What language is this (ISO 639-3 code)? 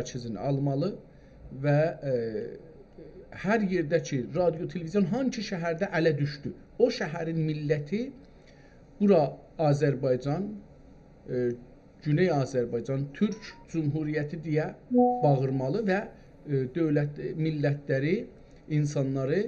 azb